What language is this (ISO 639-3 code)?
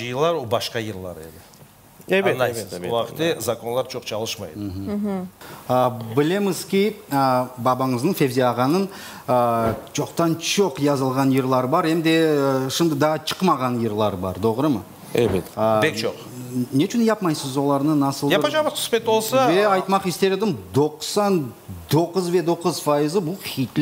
crh